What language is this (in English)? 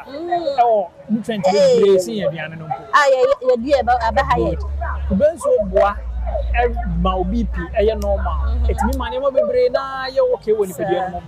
Akan